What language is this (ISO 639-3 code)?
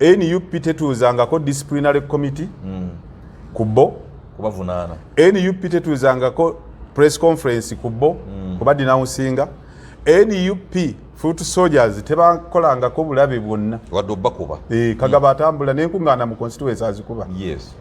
lug